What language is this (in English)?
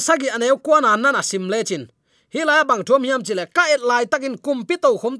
Tedim Chin